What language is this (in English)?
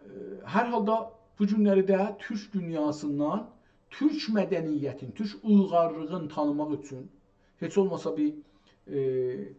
South Azerbaijani